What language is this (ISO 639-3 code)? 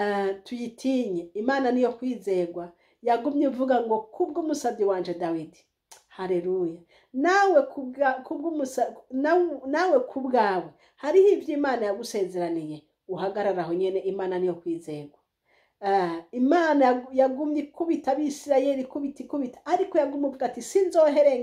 run